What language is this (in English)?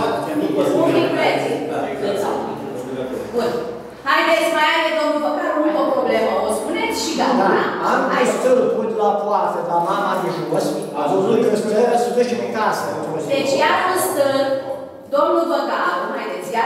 Romanian